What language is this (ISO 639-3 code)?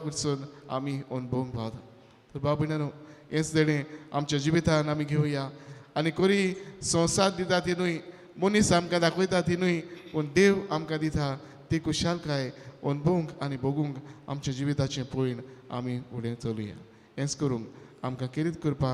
kok